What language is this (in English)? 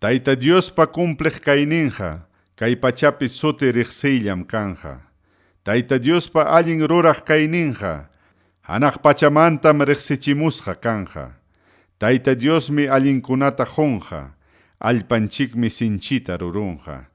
Ayacucho Quechua